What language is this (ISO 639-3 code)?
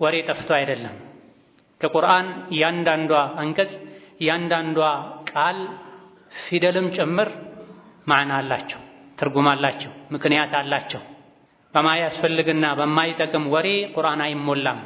amh